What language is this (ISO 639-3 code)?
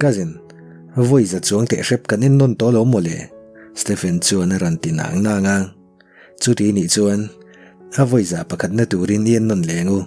lus